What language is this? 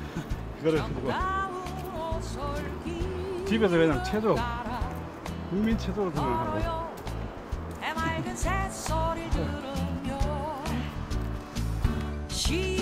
Korean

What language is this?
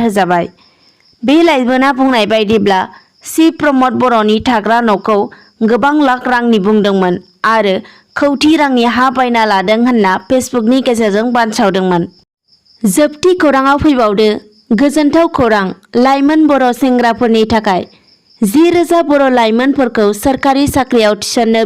Bodo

